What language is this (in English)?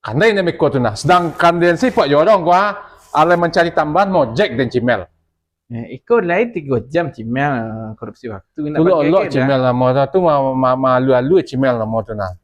Minangkabau